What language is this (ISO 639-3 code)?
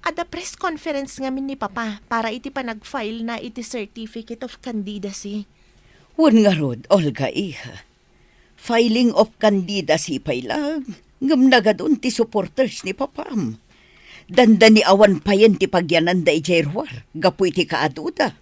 ilo